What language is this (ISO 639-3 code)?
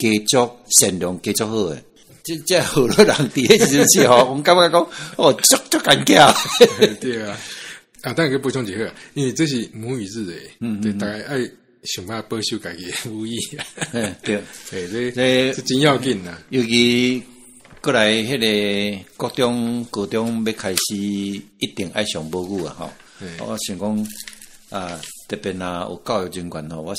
nan